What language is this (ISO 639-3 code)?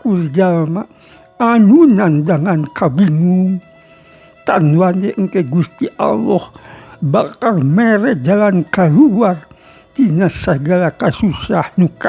sun